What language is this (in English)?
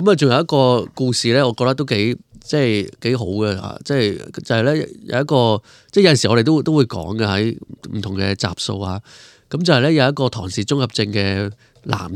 Cantonese